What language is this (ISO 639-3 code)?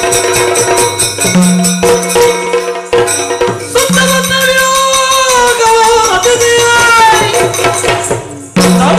kan